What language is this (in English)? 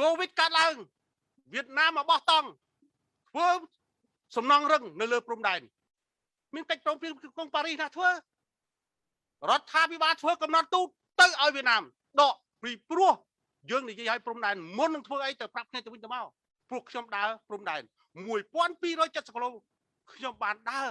Khmer